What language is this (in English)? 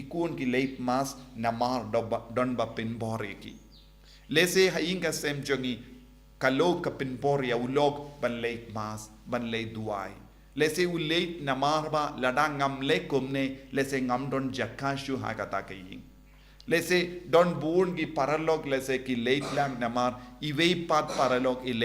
Khasi